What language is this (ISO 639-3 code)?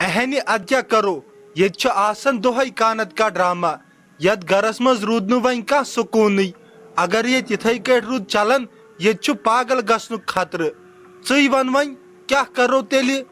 kas